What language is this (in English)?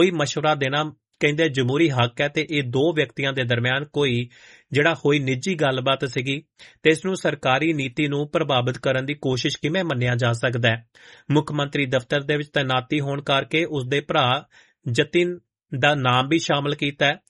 Punjabi